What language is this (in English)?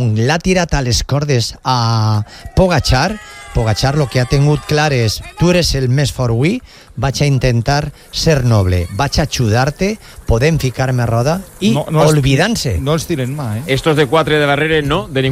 Catalan